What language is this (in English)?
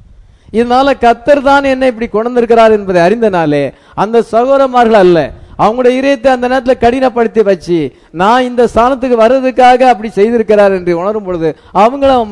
Tamil